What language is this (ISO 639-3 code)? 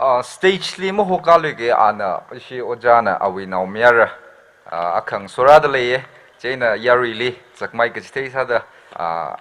nmf